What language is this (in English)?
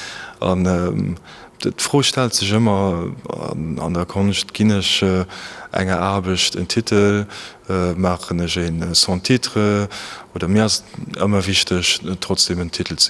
Luxembourgish